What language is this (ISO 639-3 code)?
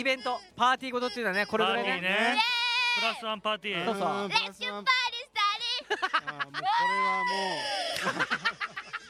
jpn